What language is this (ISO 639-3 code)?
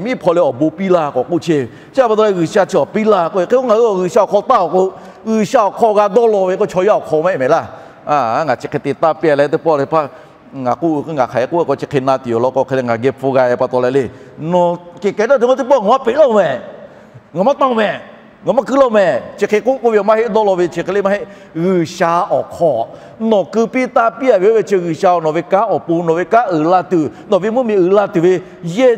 lhu